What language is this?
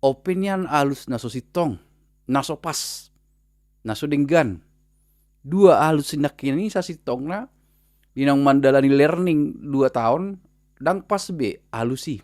Batak Toba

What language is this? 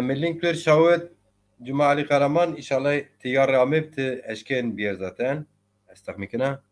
Zaza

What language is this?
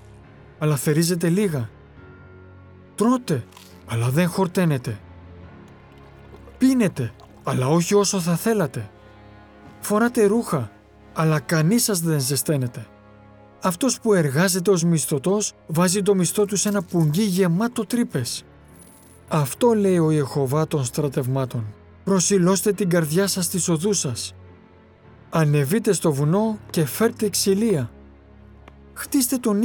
Greek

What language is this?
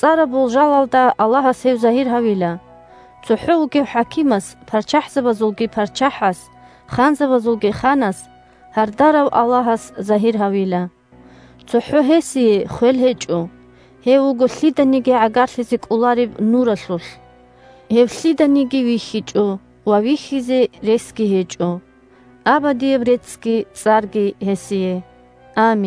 Avaric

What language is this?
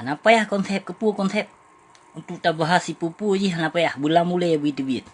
Achinese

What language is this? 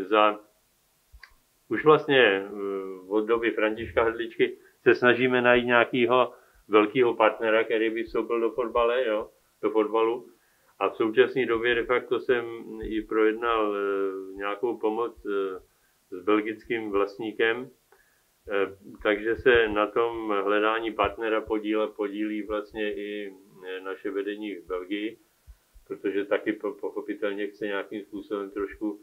Czech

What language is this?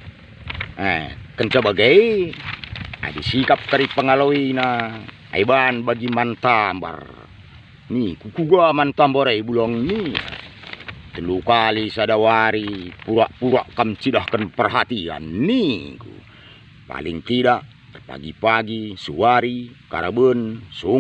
Batak Karo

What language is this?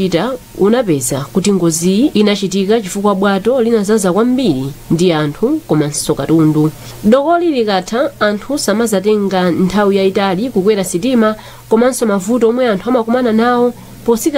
Nyanja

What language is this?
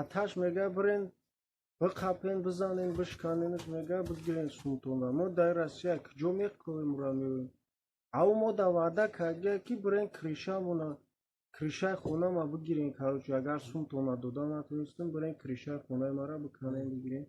Tajik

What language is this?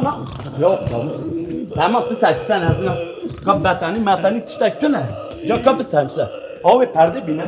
Kurdish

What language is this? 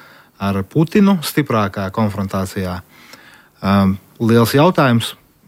Latvian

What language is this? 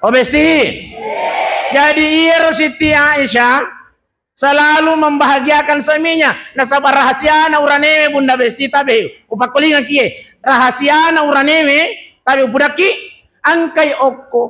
Buginese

